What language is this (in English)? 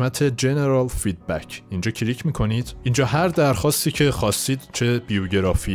Persian